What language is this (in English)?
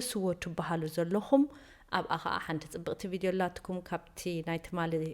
Tigrinya